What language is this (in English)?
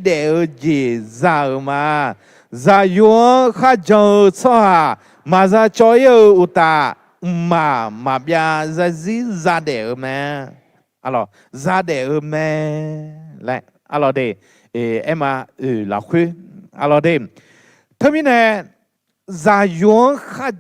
Akha